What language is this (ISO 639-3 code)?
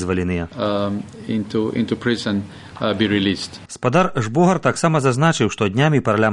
bel